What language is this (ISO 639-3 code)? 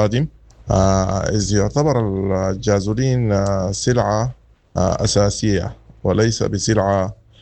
apd